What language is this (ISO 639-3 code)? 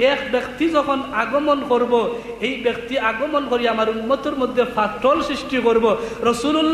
syl